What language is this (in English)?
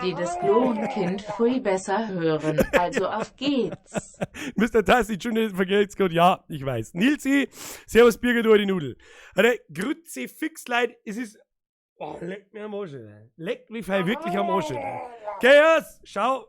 Bavarian